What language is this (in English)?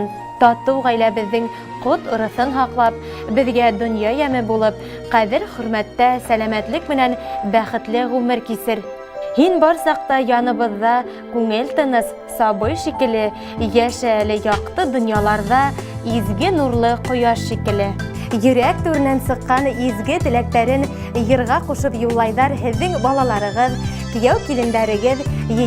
Bashkir